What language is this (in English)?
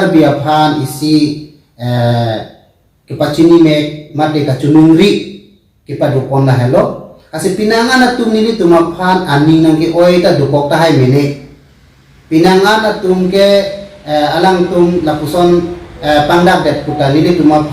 Karbi